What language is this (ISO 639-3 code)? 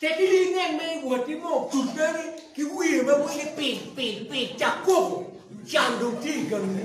ach